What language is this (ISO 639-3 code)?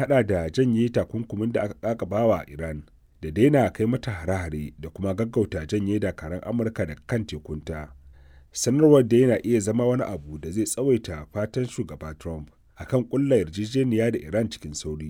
hau